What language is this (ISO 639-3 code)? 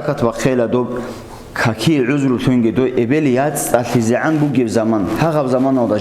ava